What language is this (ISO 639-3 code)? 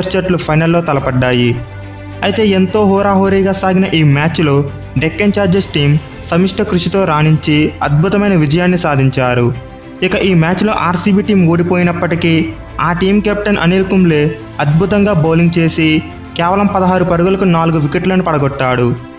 tel